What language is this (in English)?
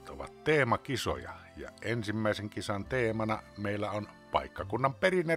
Finnish